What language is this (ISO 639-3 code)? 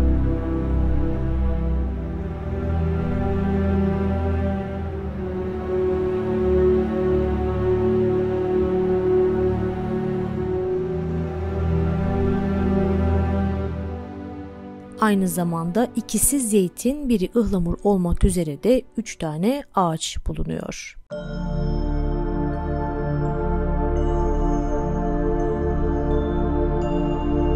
tur